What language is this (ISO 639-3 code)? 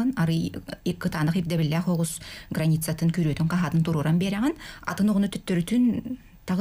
sah